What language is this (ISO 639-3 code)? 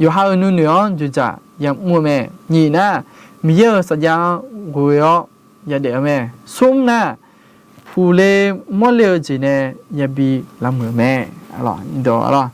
ahk